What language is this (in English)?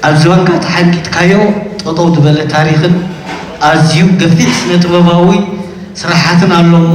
Tigrinya